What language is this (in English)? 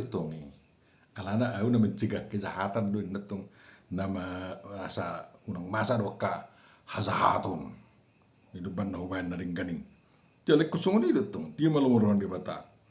Batak Toba